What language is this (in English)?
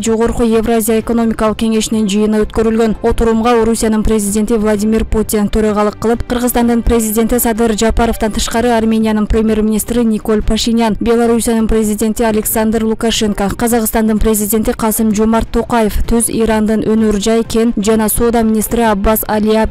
Kyrgyz